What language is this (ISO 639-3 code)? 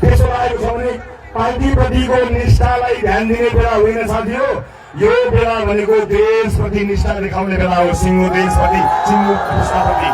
nep